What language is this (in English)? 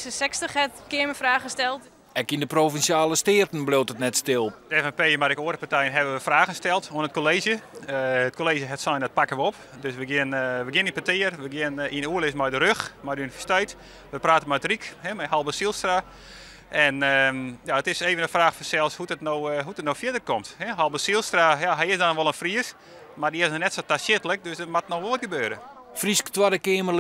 Western Frisian